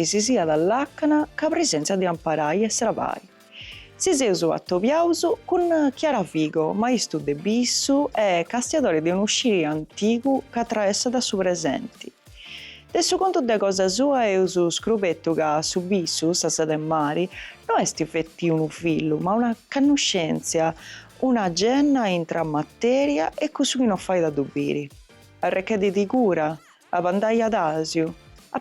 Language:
Sardinian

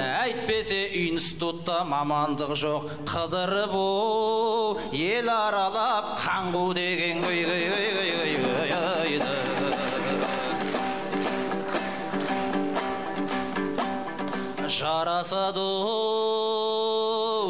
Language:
Kazakh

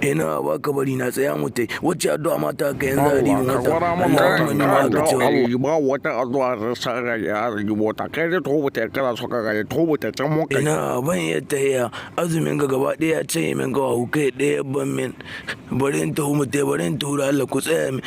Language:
Hausa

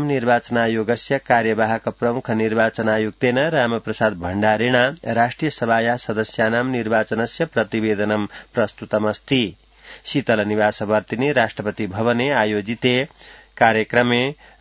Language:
Sanskrit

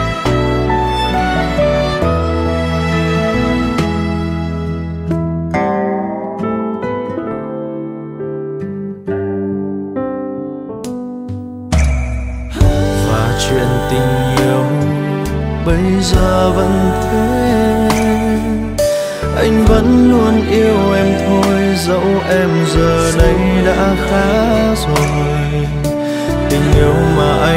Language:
Vietnamese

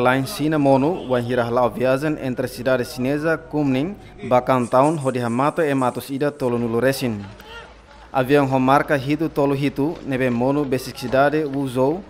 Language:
Tetum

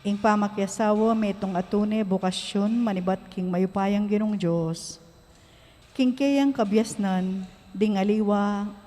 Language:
Pampanga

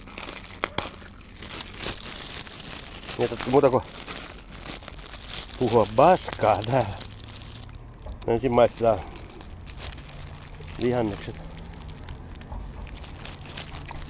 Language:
Finnish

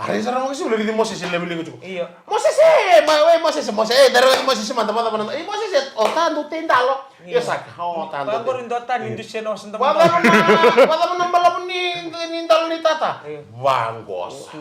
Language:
Fijian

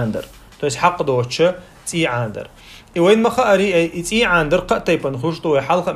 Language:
Chechen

